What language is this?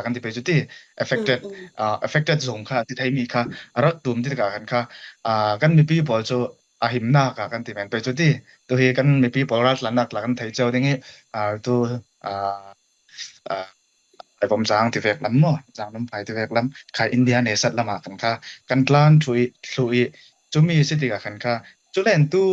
Falam Chin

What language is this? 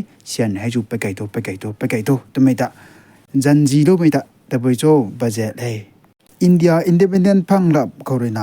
Rongmei Naga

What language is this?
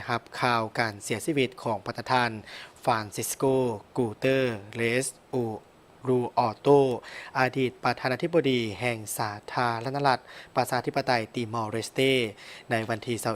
Lao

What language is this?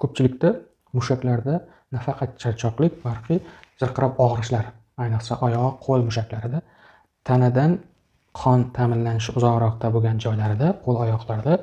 Uzbek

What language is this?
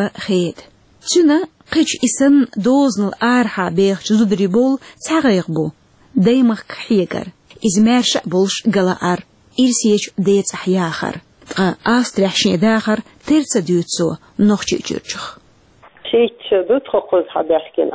Chechen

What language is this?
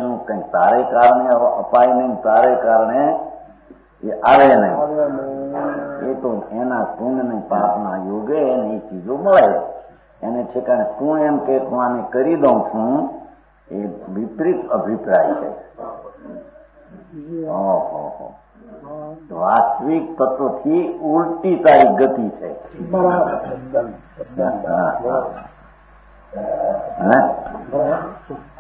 Gujarati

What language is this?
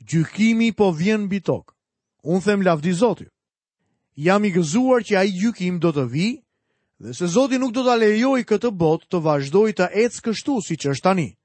Albanian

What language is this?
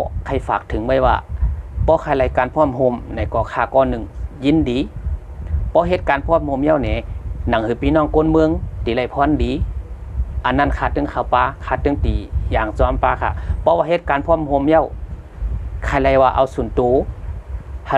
Shan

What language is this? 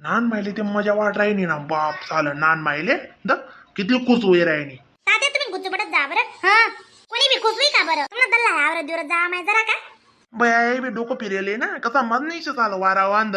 Khandesi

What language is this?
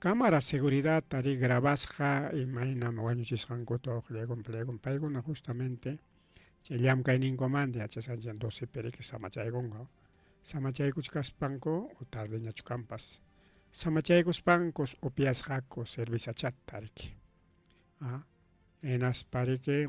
Ayacucho Quechua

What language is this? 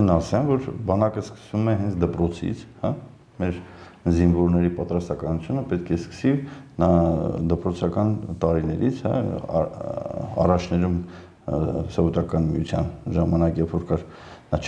Armenian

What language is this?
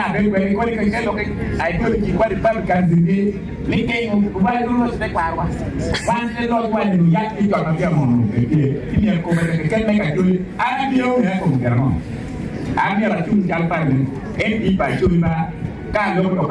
Acoli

